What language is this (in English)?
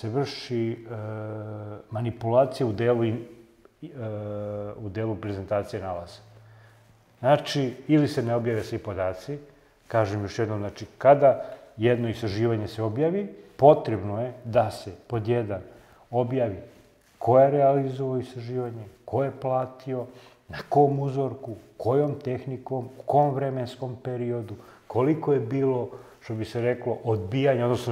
Serbian